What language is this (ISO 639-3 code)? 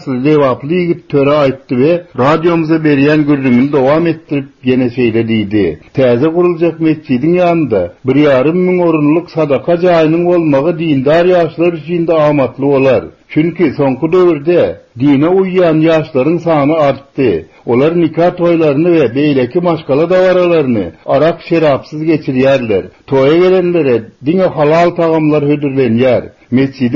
tuk